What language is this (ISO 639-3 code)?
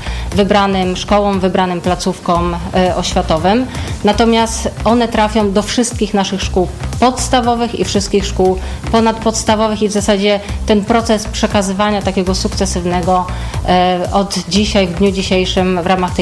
pol